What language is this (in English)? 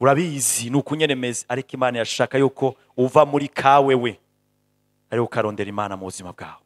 Rundi